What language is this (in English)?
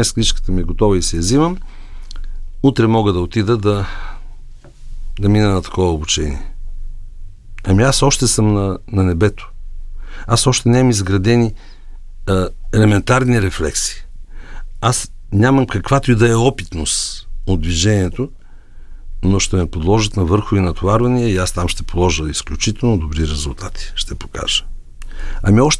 Bulgarian